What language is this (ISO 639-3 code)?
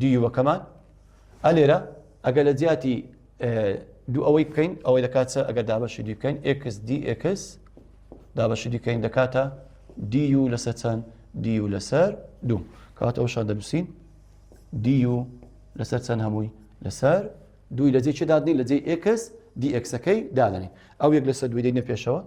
ckb